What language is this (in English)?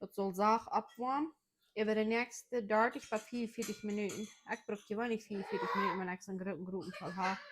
Plautdietsch